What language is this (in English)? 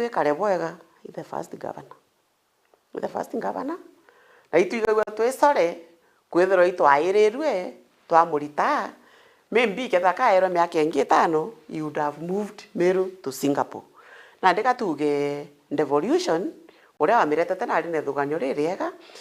Meru